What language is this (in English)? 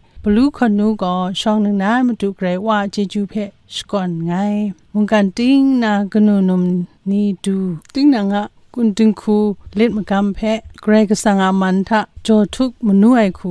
Kachin